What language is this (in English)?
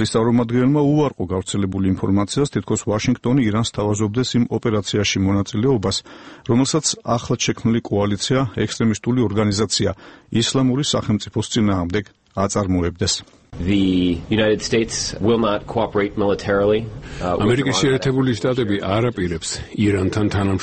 Georgian